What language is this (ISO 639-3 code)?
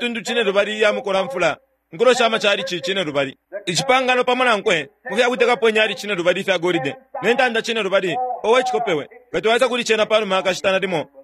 bem